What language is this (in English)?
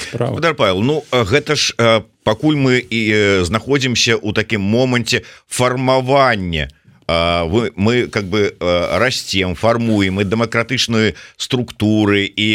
Belarusian